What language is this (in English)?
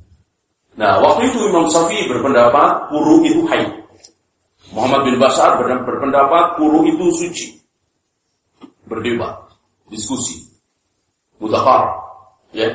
Indonesian